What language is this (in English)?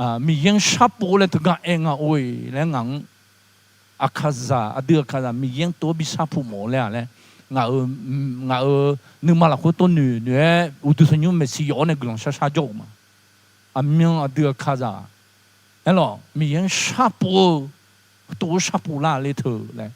Akha